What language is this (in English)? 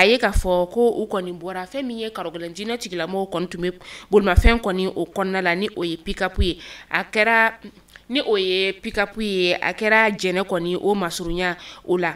Bambara